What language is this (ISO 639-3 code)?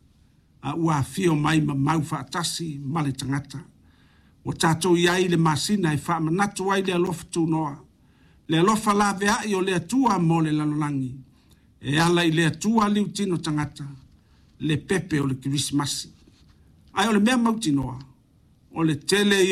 smo